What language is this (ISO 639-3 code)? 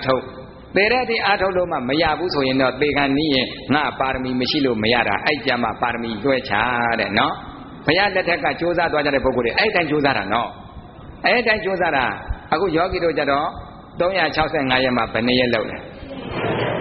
mya